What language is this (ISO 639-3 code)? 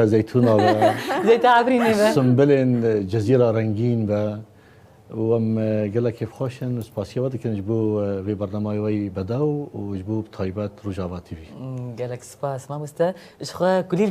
kur